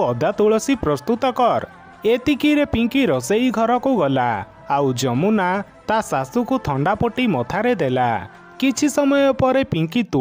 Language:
Odia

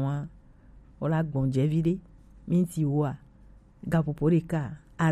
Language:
Gen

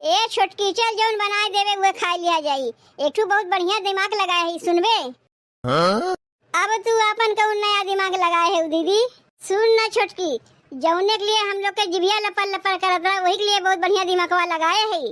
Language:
Awadhi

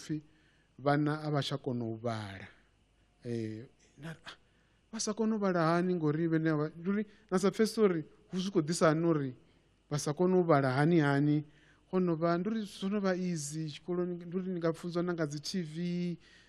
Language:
Venda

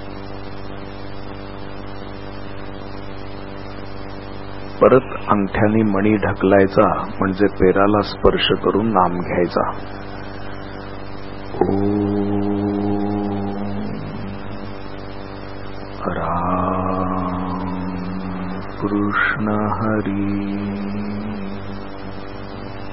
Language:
Marathi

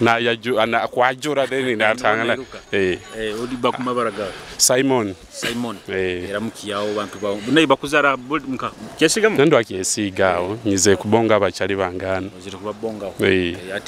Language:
Nyoro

